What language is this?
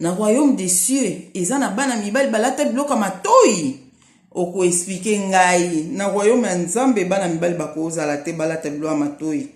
Lingala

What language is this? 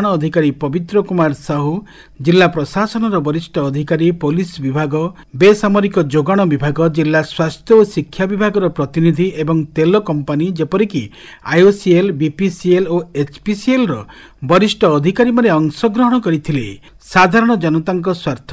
Odia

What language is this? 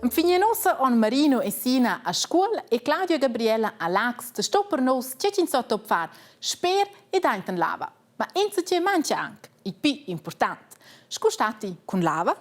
Romansh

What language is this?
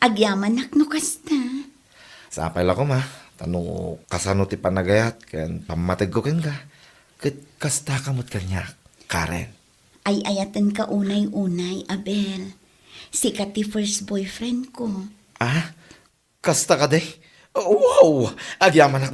Iloko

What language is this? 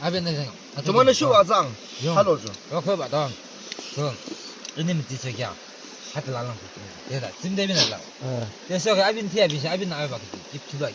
Yimchungru Naga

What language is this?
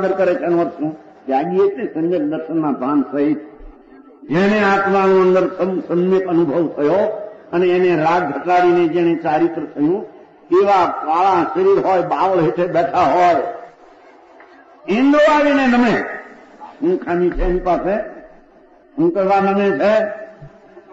Gujarati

